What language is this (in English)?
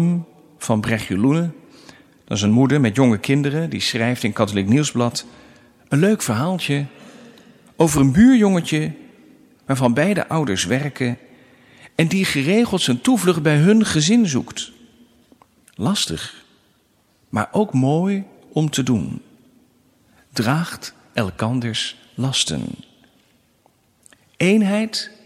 Dutch